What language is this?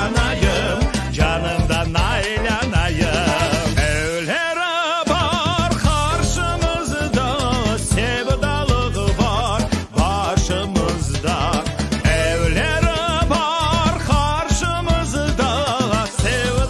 Crimean Tatar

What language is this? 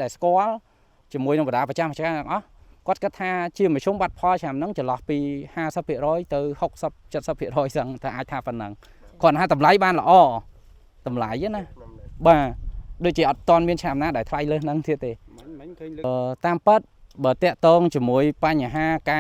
Khmer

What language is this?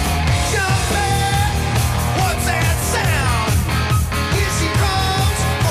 Dutch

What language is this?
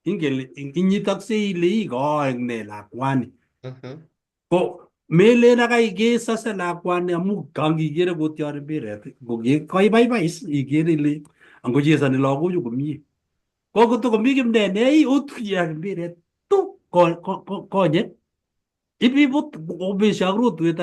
Kalenjin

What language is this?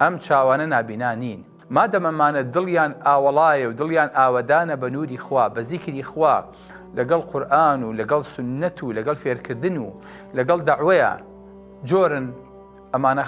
Central Kurdish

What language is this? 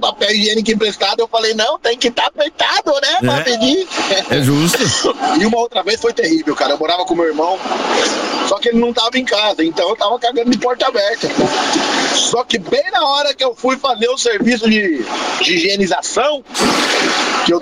Portuguese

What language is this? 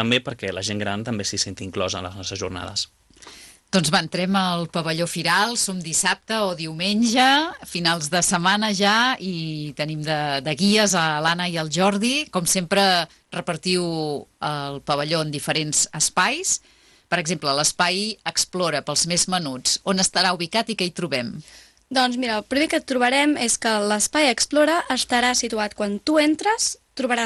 Catalan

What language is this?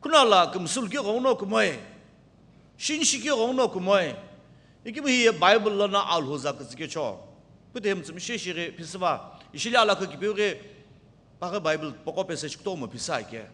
Sumi Naga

